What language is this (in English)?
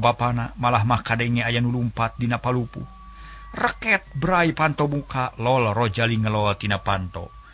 Sundanese